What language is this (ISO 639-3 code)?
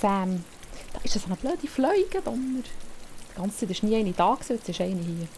gsw